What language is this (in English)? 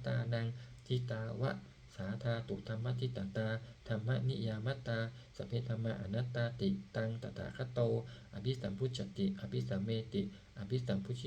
Pali